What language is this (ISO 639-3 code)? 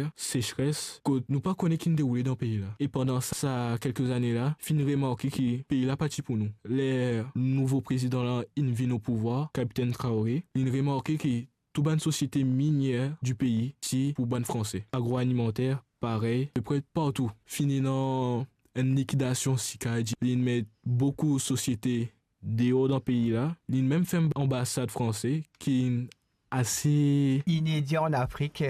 mfe